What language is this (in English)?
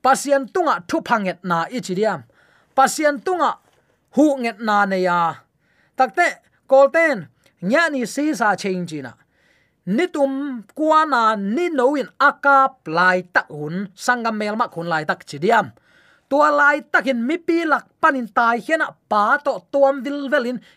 Tedim Chin